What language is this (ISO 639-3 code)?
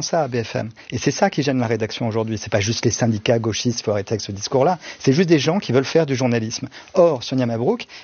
fra